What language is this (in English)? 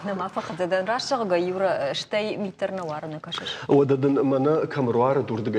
Ossetic